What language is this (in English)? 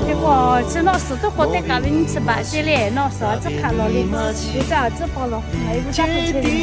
Lahu